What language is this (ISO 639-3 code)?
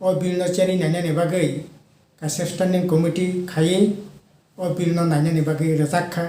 trp